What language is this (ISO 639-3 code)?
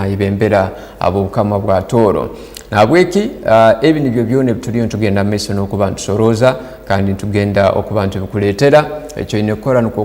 ttj